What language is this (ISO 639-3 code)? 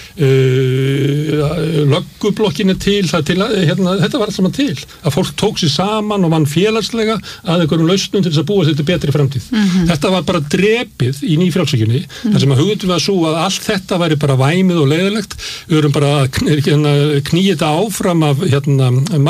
isl